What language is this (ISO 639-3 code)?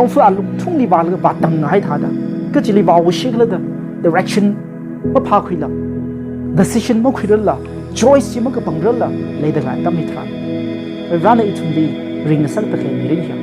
nmf